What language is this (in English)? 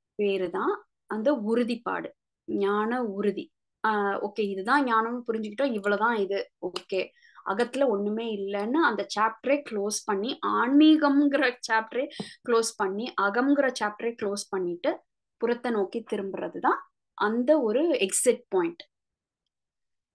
Tamil